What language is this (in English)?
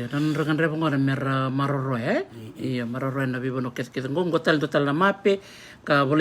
Fijian